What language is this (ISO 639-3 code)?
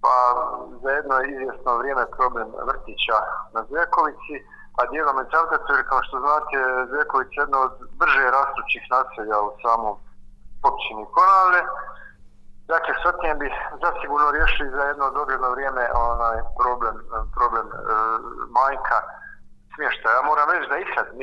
hrv